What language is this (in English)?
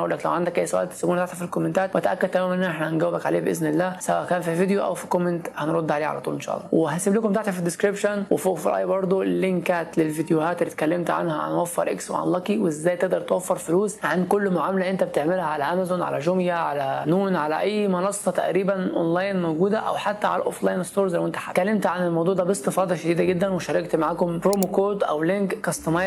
Egyptian Arabic